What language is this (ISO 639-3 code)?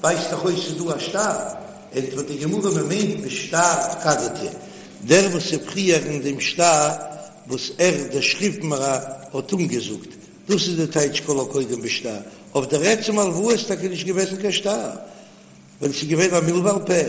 yid